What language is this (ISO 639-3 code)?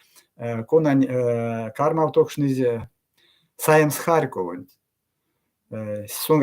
myv